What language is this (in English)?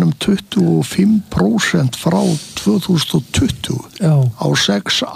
Icelandic